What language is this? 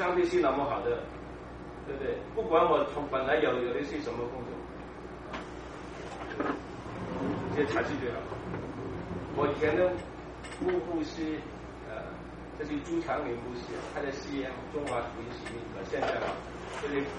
Chinese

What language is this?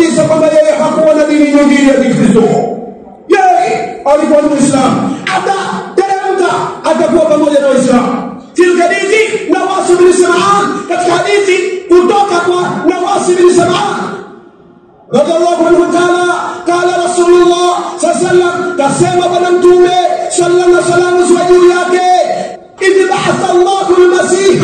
Swahili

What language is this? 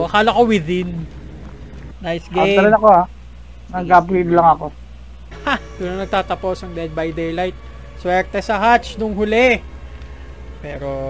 Filipino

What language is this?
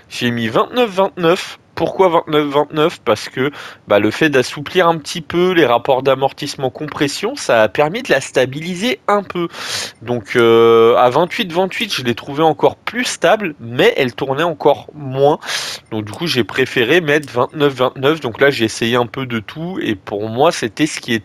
French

